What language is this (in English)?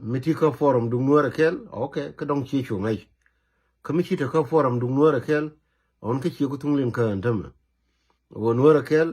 Nuer